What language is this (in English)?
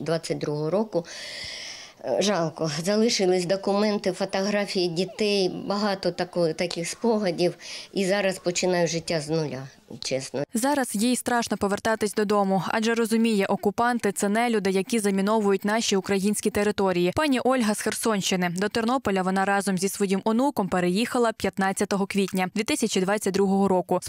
Ukrainian